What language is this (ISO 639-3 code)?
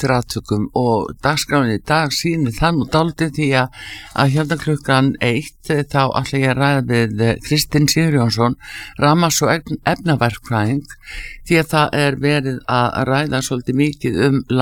isl